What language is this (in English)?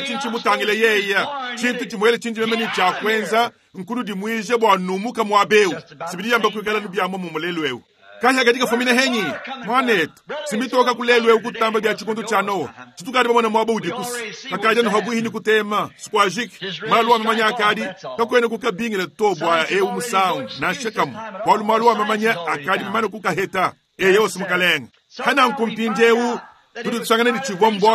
Luba-Lulua